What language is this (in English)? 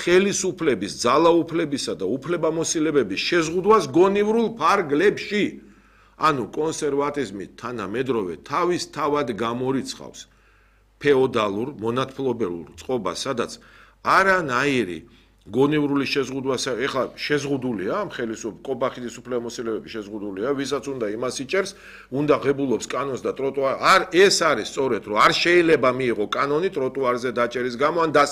Georgian